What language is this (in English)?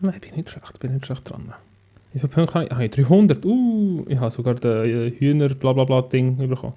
Swiss German